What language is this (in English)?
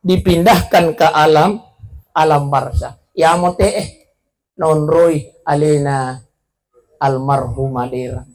Buginese